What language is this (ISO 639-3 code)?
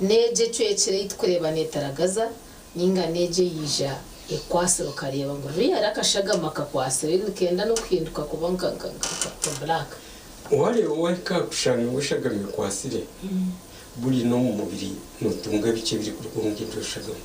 nyn